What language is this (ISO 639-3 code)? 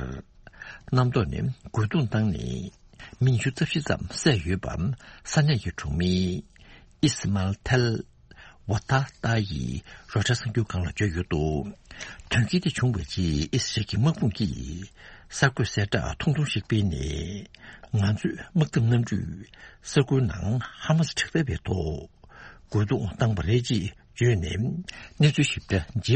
bod